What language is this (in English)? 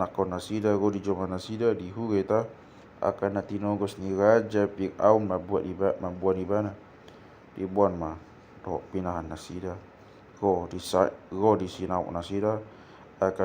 Batak Toba